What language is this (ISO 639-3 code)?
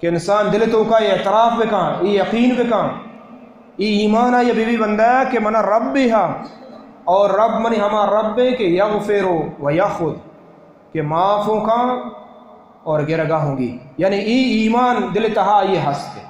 bal